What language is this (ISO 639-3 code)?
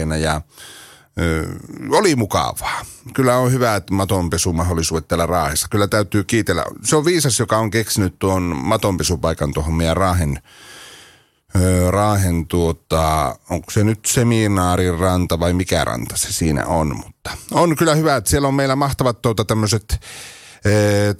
fin